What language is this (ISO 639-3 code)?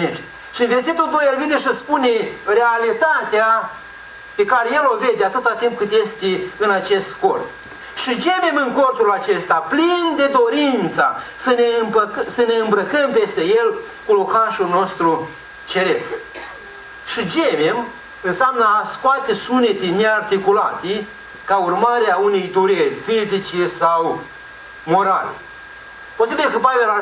ron